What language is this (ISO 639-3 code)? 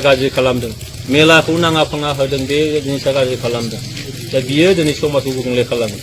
brx